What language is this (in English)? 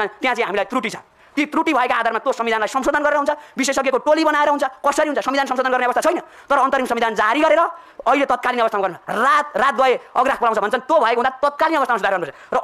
Nepali